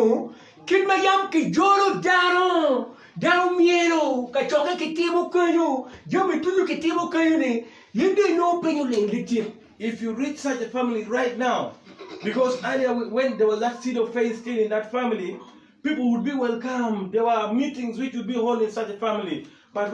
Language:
Acoli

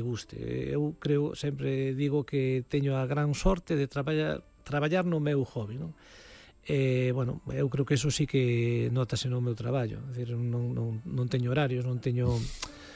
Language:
Galician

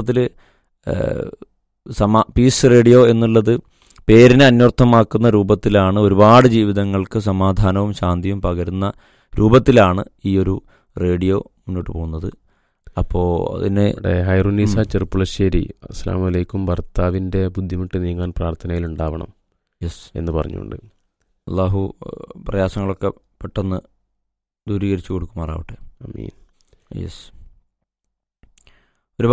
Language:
Malayalam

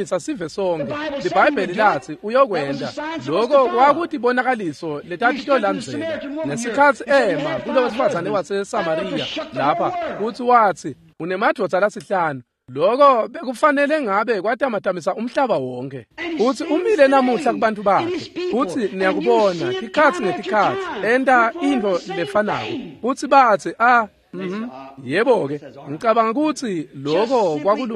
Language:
Swati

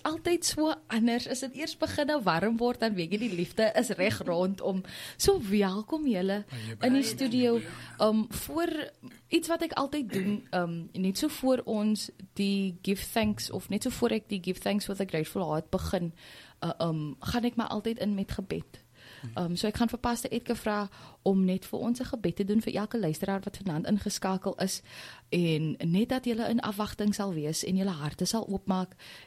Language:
Afrikaans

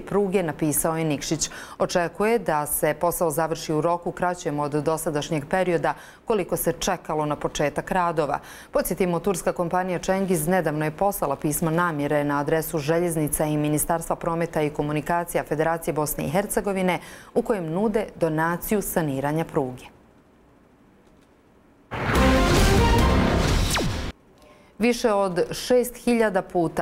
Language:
Bosnian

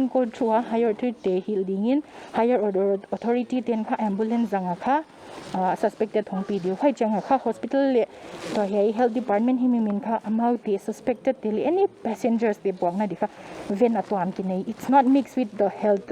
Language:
Paite Chin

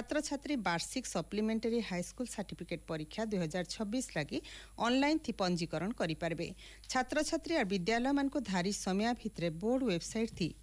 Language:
Odia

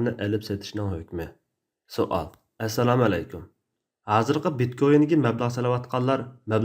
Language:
Uyghur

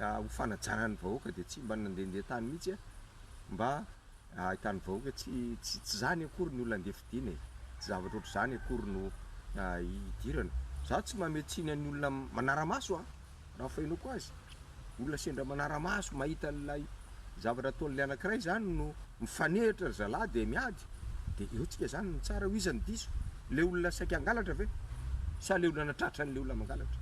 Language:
Malagasy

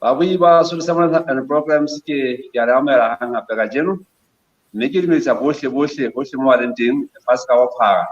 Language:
Southern Sotho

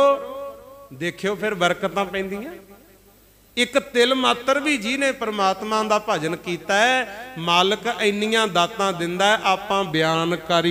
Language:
Punjabi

